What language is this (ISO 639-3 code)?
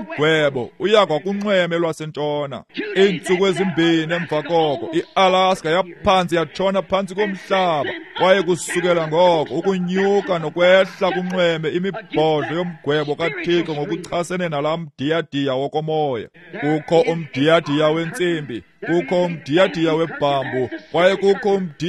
xho